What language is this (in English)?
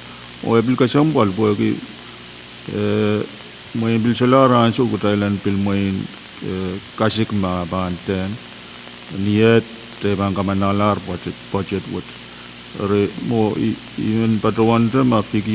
Pohnpeian